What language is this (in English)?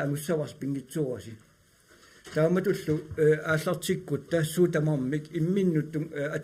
Kalaallisut